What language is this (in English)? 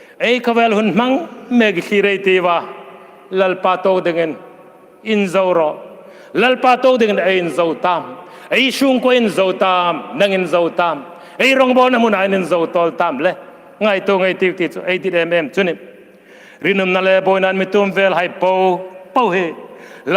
Hmar